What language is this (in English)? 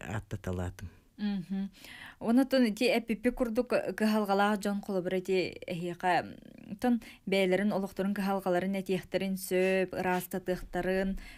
Yakut